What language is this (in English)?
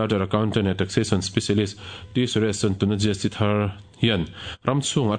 Mizo